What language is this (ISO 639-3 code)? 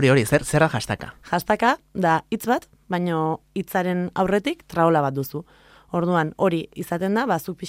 eus